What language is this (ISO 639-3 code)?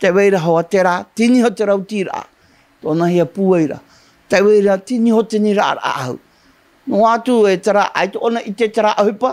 tah